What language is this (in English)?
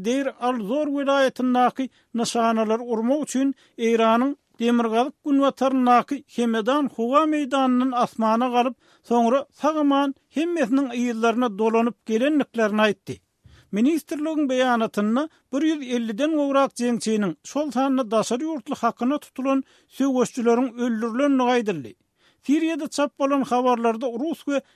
Turkmen